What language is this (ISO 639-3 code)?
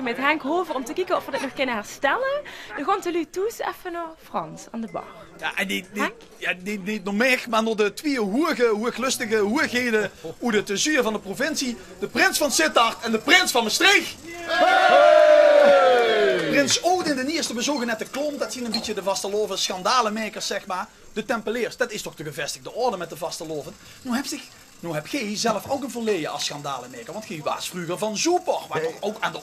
lim